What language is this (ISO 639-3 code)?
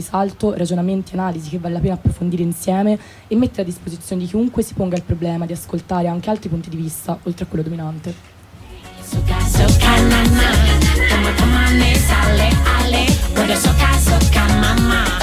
ita